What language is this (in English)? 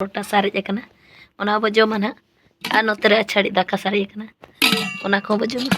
Santali